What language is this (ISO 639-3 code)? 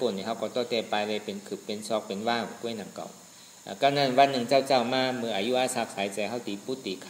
shn